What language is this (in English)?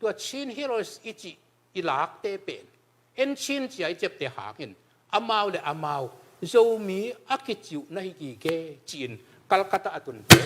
Tedim Chin